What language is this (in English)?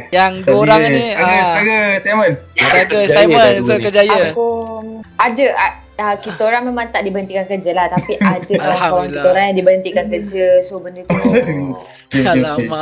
Malay